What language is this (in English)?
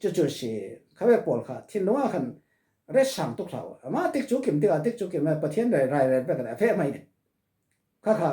Falam Chin